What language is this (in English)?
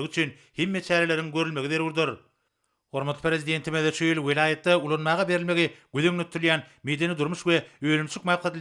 Turkmen